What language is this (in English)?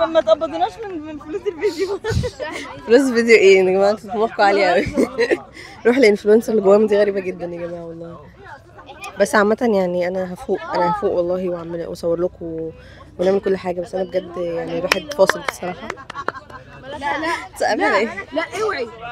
Egyptian Arabic